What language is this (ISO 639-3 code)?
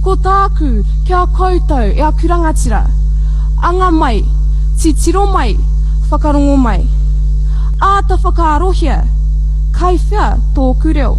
mri